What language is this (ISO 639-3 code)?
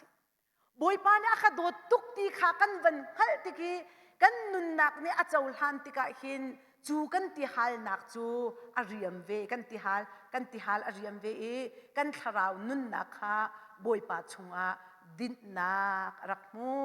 cnh